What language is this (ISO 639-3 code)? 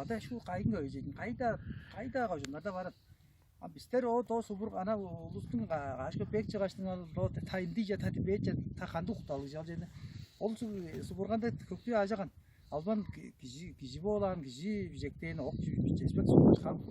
tyv